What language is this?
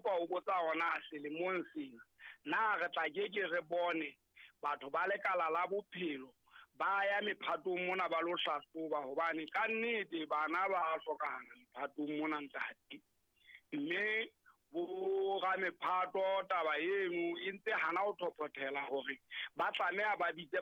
Southern Sotho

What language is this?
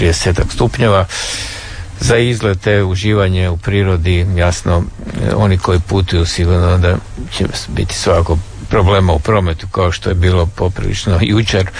Croatian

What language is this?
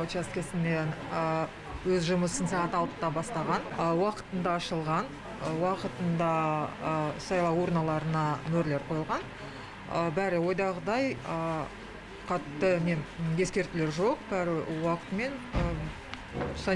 Kazakh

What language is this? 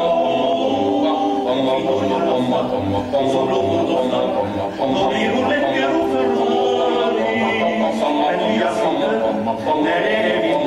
Swedish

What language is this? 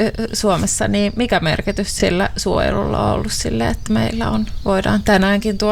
Finnish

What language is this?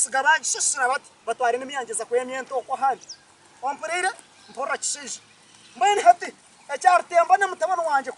Nyankole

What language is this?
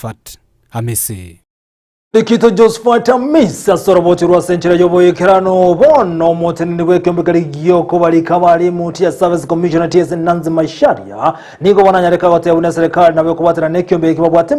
Gusii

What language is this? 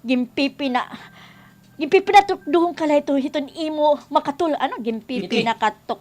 Waray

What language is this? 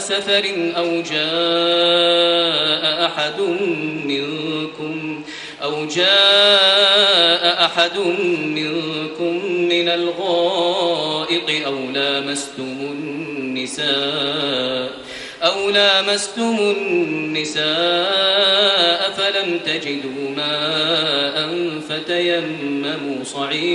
Arabic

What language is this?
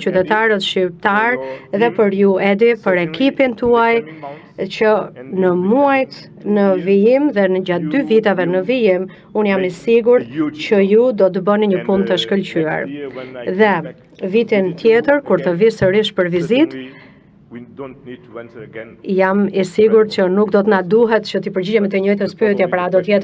Albanian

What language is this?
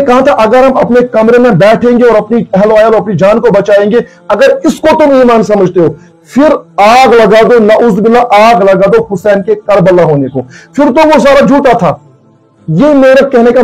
Urdu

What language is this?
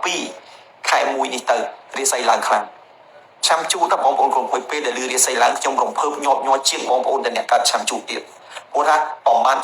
Khmer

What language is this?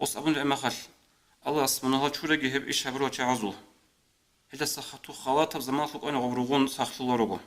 Avaric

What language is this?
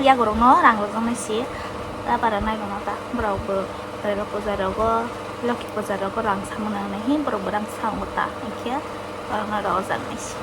Kok Borok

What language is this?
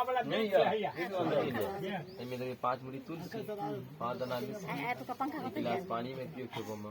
Maithili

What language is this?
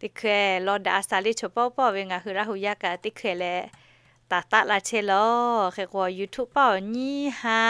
Lahu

